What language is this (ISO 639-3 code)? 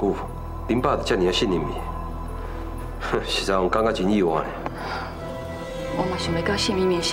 nan